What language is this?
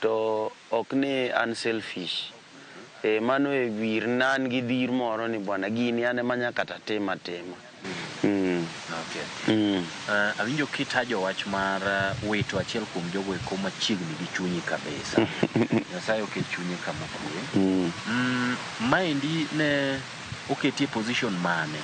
Luo (Kenya and Tanzania)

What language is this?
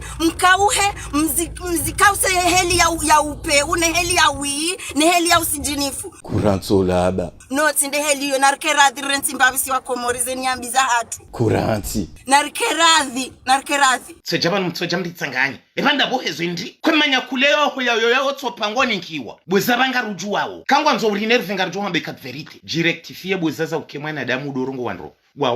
Ngazidja Comorian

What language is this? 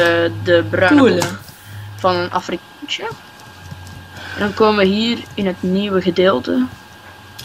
Dutch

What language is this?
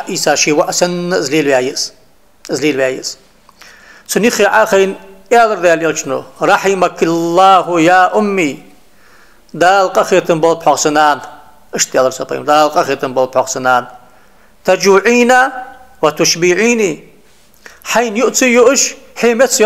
Ingush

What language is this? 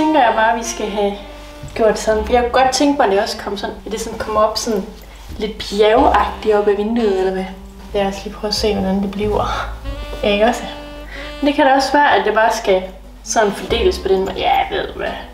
Danish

